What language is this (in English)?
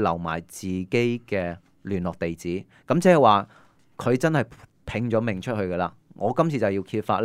Cantonese